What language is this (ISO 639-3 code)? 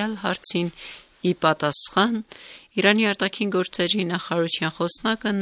hye